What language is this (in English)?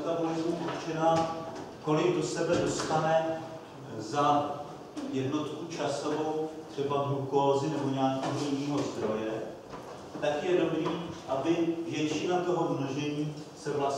Czech